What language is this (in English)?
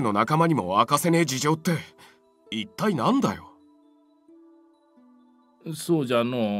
Japanese